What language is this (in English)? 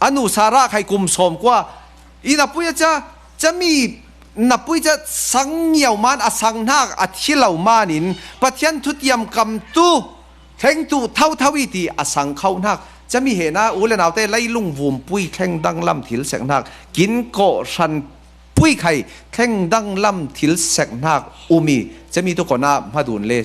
Falam Chin